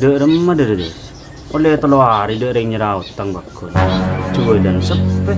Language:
Madurese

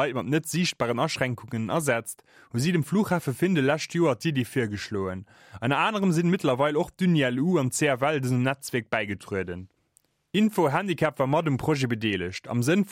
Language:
Luxembourgish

